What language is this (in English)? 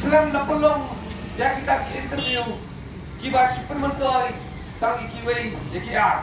Khasi